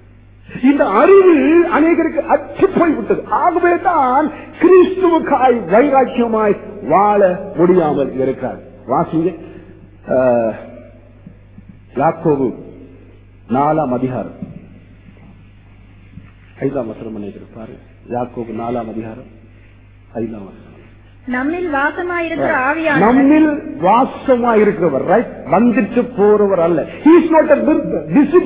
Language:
Tamil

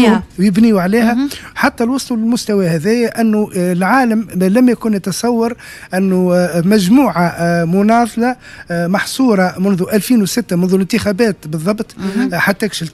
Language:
Tunisian Arabic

